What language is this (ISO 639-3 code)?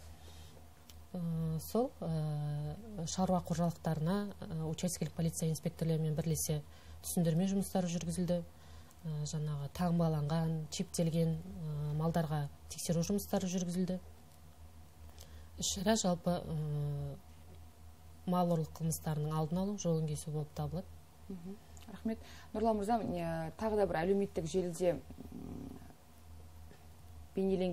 kaz